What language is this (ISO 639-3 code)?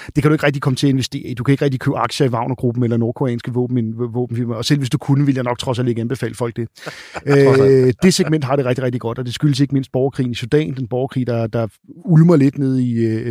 dan